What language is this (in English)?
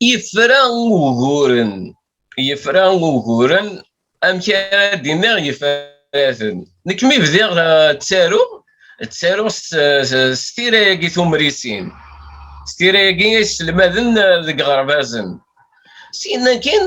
Kabyle